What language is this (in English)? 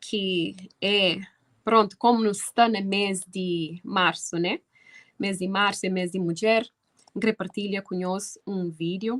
Kabuverdianu